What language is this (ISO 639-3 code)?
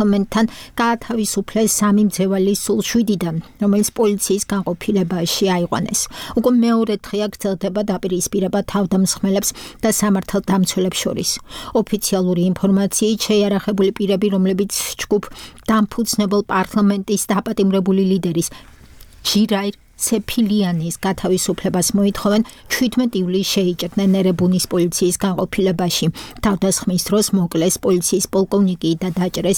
kat